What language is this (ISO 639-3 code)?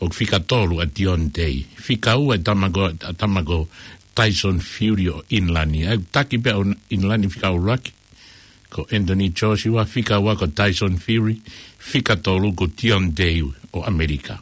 ton